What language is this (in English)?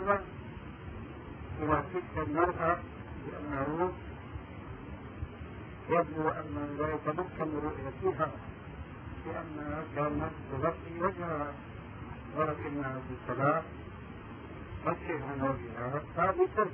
Arabic